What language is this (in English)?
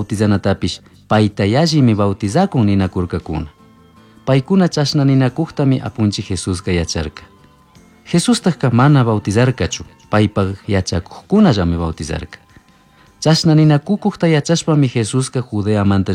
Chimborazo Highland Quichua